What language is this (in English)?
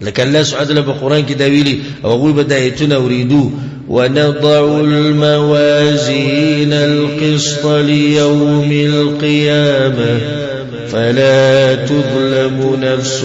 Pashto